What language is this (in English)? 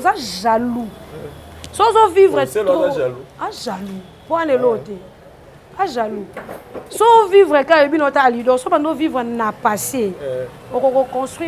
Lingala